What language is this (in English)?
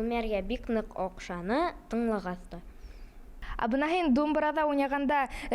Bashkir